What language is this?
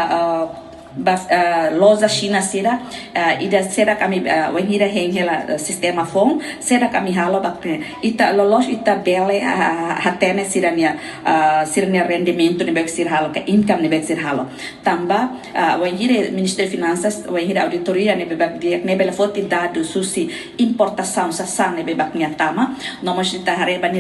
Tetum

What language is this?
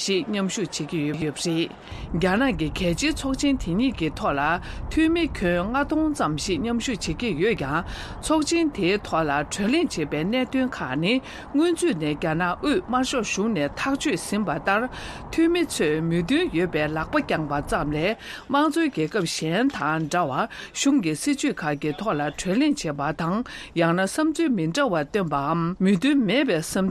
Tibetan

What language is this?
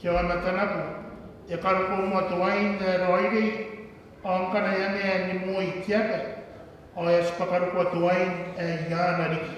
Gilbertese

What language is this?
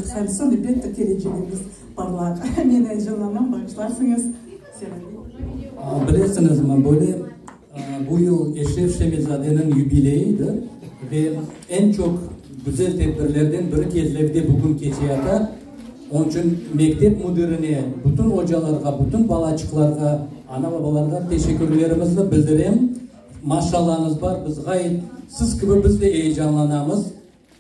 Crimean Tatar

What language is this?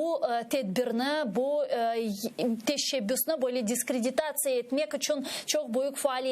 Crimean Tatar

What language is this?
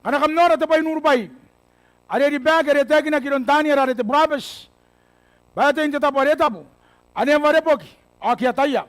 Gilbertese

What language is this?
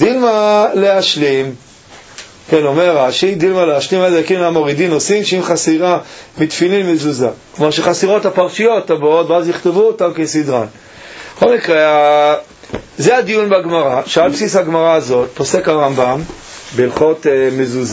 Hebrew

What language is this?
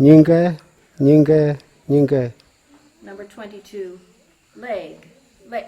Kamasau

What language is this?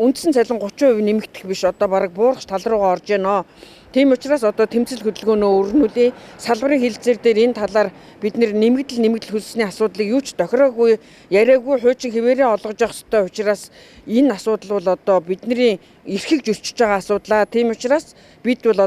Mongolian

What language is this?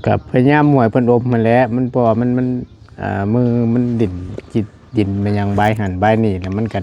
Northeastern Thai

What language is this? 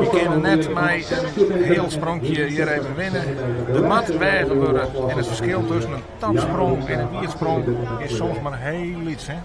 Western Frisian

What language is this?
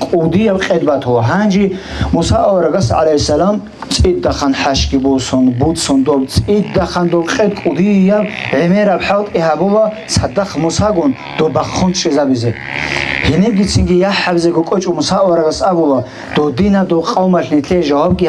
Avaric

